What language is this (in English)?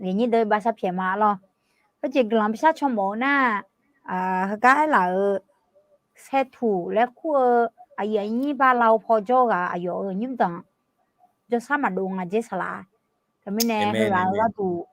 Akha